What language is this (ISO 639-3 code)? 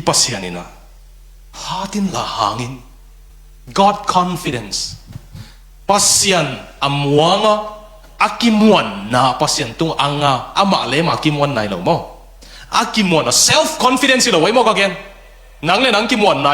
ctd